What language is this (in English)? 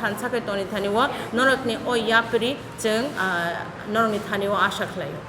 Kok Borok